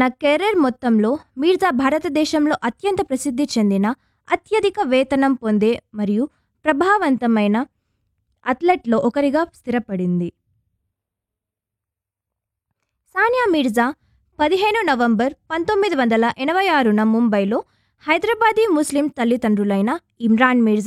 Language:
Telugu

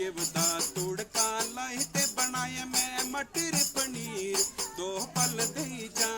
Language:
Dogri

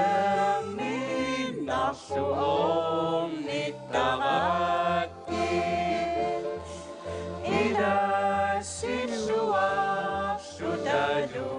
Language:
Kalaallisut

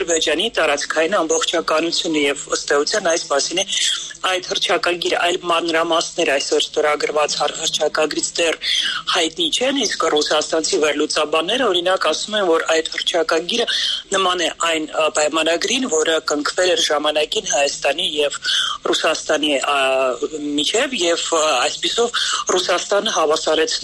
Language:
Armenian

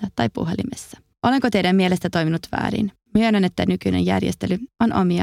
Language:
Finnish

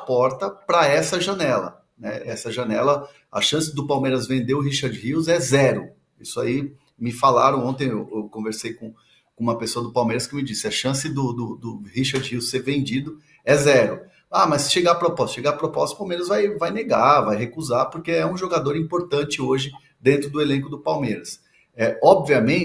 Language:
Portuguese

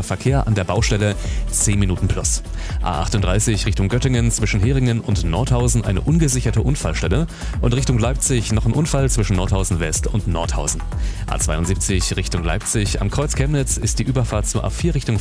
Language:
German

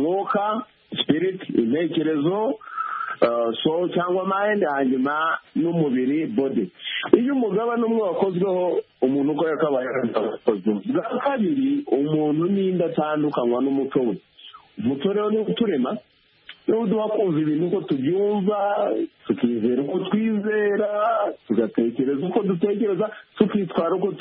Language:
Kinyarwanda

